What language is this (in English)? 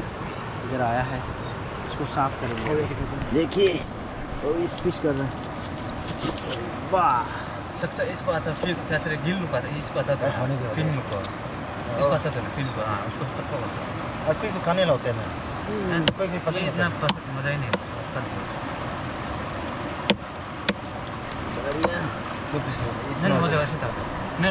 Hindi